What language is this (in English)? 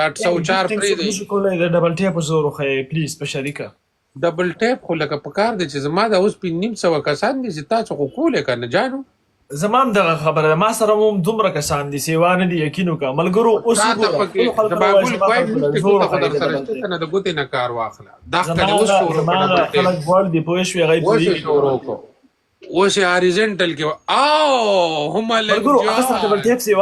Pashto